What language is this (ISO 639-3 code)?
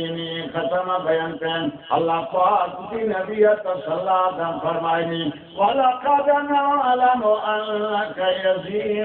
bal